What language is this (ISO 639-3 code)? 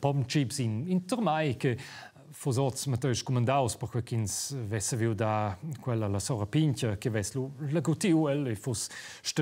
roh